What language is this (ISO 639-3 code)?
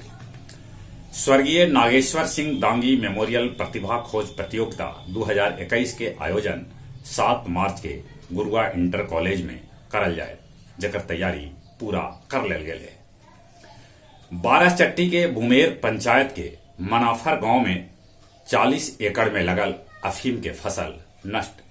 mag